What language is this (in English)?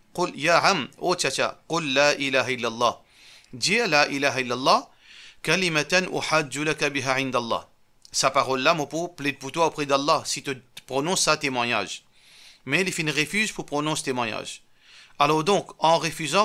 Morisyen